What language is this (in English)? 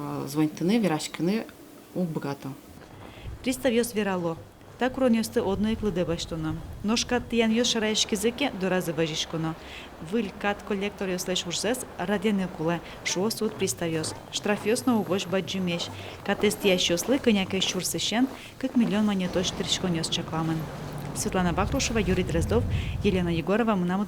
Udmurt